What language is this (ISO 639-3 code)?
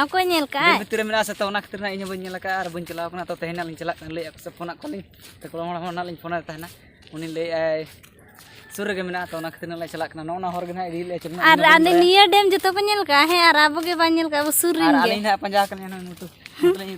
sat